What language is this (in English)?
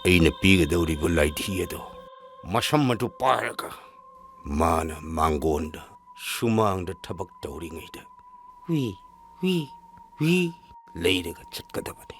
Manipuri